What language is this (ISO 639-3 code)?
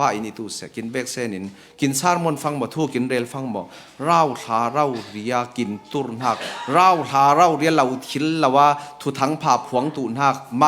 cfm